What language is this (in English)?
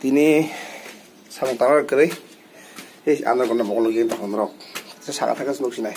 Kok Borok